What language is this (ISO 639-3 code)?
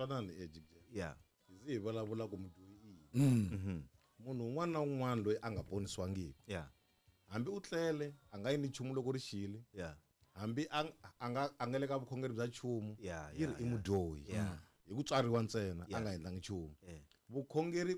tso